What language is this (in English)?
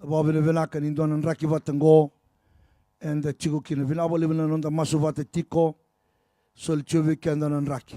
Fijian